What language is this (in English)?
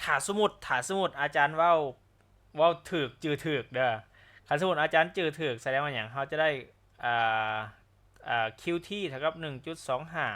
Lao